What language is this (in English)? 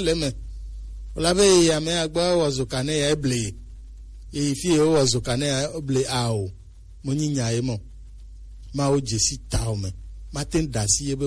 Gen